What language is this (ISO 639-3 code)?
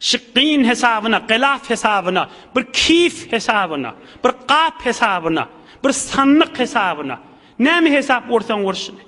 tuk